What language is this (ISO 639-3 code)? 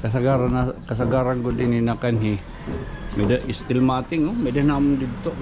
war